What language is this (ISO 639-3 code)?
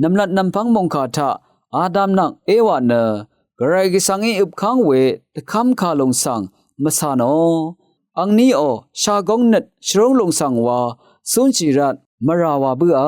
raw